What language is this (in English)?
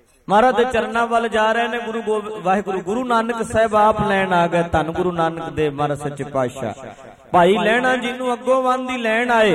Punjabi